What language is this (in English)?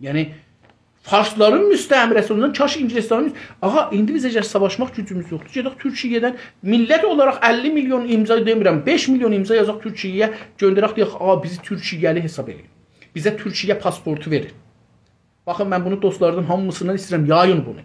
South Azerbaijani